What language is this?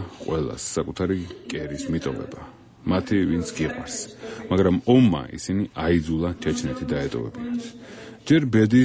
Georgian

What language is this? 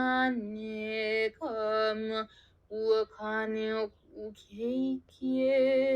Hawaiian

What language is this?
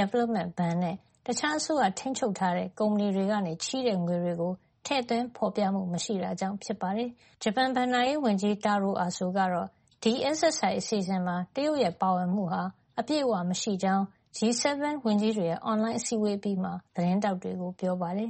Burmese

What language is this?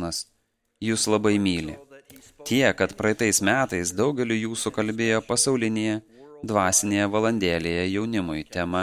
Lithuanian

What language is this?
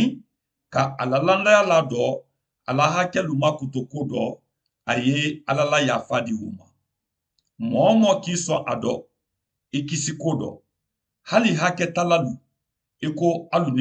Mandingo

